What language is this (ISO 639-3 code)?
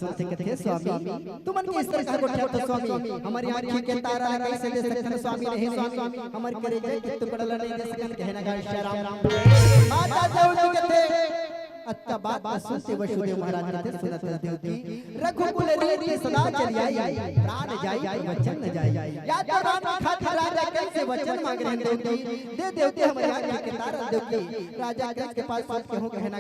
hne